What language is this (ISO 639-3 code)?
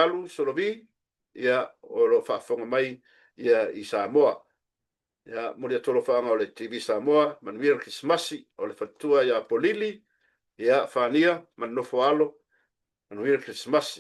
smo